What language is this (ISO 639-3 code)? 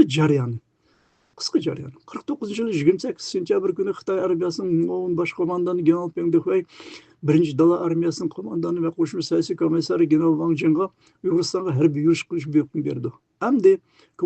uig